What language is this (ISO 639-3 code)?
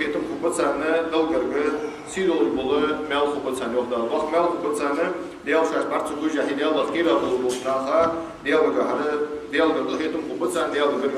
inh